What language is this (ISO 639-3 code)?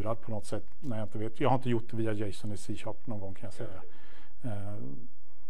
swe